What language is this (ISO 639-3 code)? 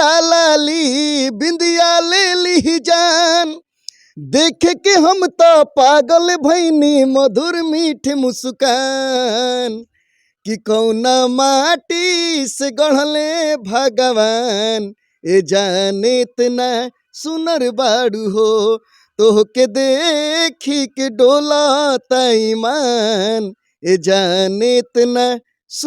bho